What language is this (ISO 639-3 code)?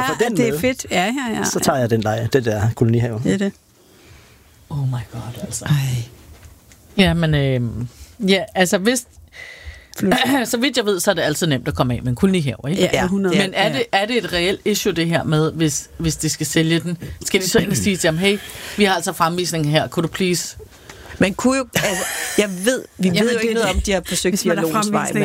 dan